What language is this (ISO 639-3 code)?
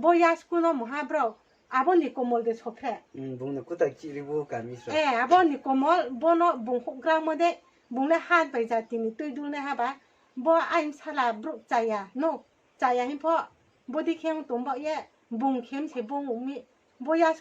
ria